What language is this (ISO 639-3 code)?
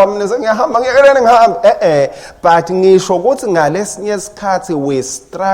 ssw